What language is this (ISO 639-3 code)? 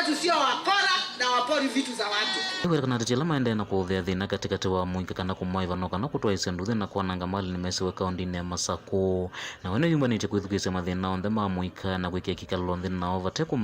kam